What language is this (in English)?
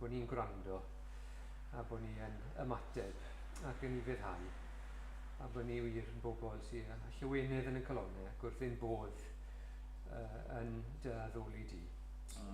Welsh